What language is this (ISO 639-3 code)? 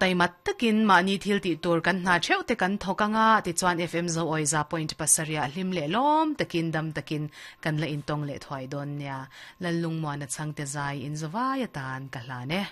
lus